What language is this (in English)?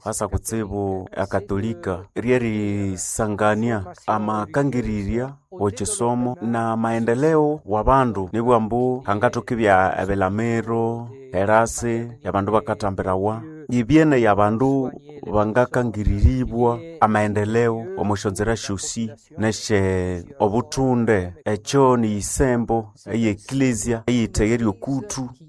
Nande